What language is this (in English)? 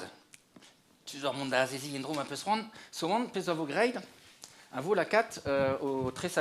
Breton